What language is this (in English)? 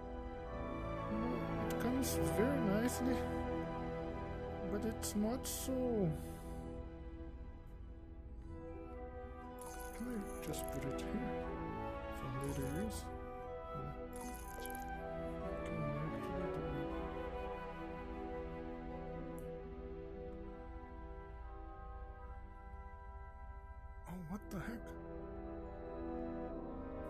English